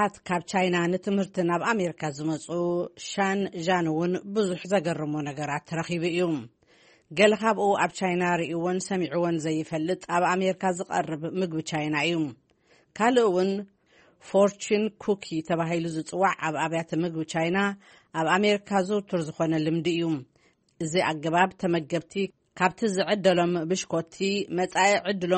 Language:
Tigrinya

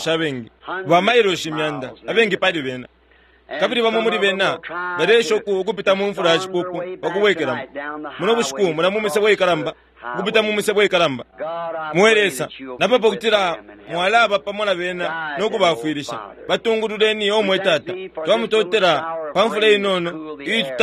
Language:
Bemba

